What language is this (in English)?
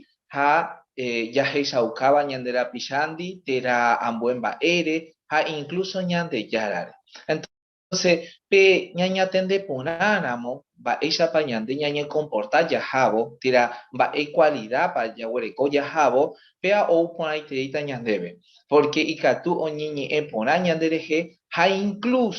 Guarani